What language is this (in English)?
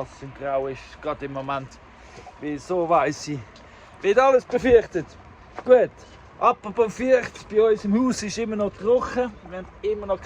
Swiss German